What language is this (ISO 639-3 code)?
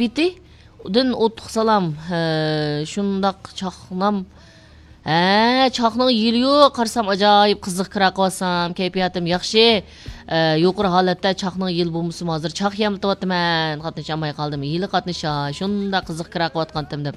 uig